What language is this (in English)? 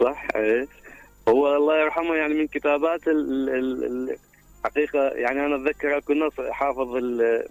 Mesopotamian Arabic